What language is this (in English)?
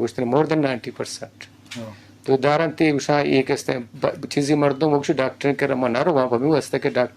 Eastern Balochi